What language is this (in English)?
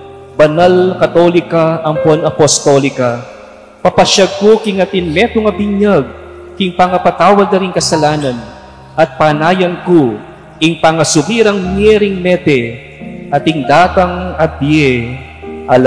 Pampanga